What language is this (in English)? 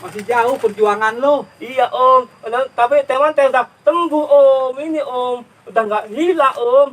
Betawi